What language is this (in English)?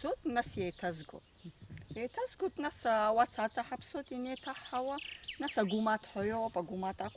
Abkhazian